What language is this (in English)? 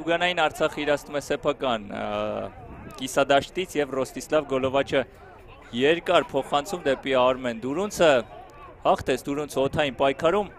Armenian